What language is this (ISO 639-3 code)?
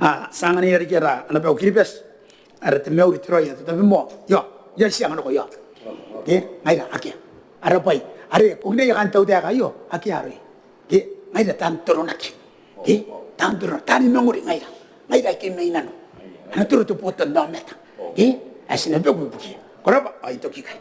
gil